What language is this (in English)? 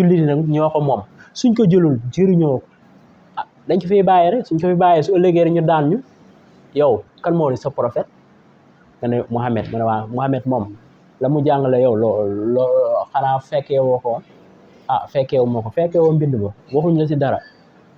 Wolof